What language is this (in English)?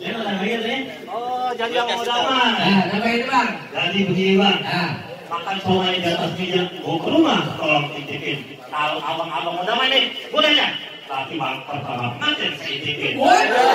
Betawi